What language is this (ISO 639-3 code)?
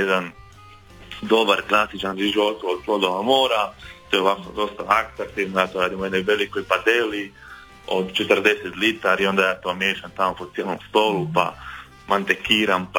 hrv